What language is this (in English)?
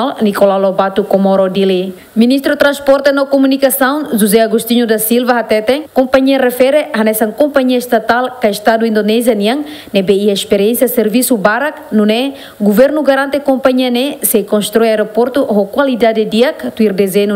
Tetum